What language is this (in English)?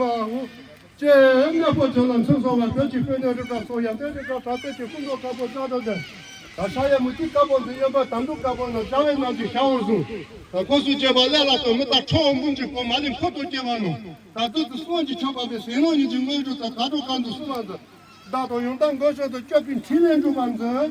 Tibetan